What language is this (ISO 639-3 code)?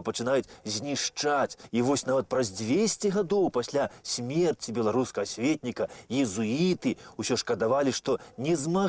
bel